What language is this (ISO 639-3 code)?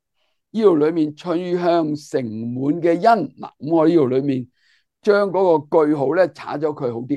yue